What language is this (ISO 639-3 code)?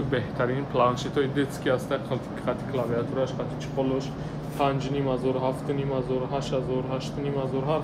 tgk